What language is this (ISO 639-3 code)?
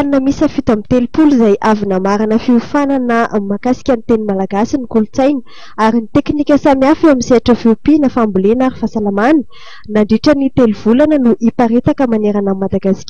mlg